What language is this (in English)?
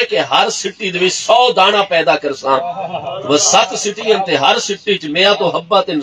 Saraiki